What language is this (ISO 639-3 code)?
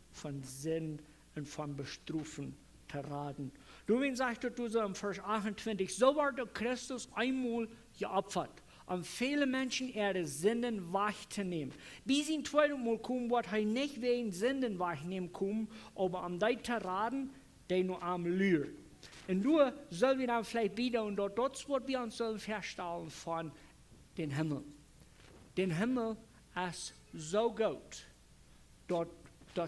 pdt